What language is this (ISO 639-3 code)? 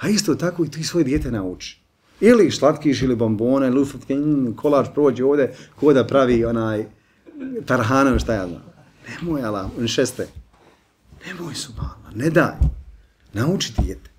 bos